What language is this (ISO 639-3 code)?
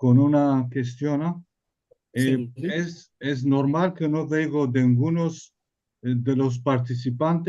lad